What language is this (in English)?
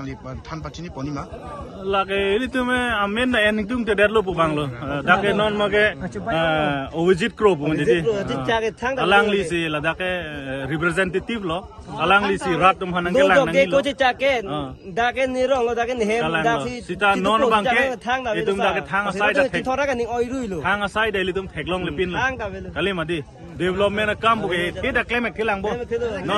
Karbi